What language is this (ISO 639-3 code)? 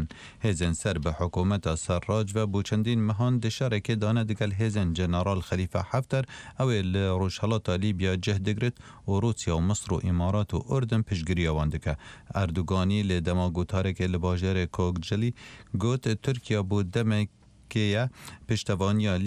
kur